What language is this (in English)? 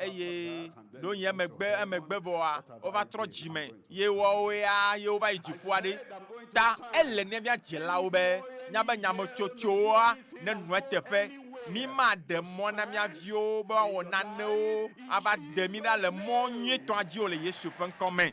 Ewe